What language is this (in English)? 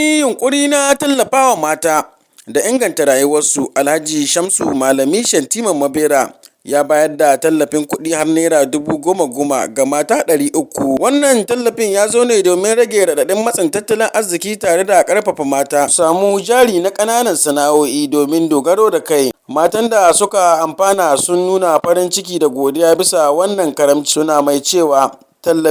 Hausa